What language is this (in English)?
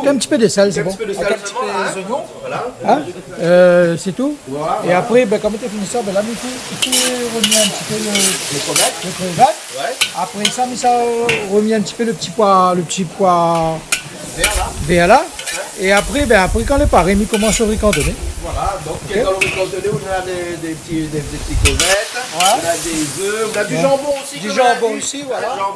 Réunion Creole French